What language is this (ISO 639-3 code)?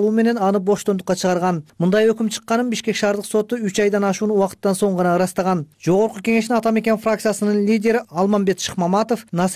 kir